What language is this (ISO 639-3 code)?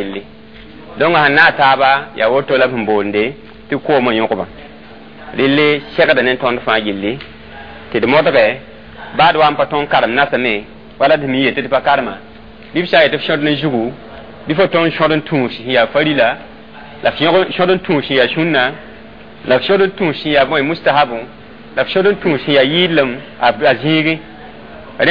mos